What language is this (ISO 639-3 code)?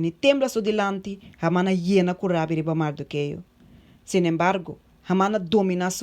pap